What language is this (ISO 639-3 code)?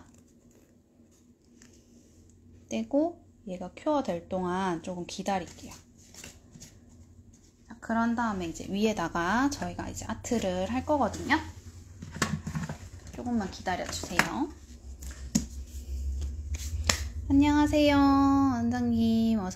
kor